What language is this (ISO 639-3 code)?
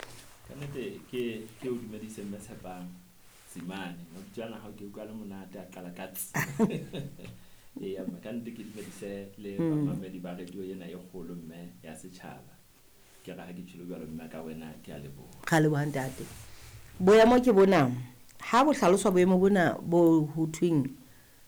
sot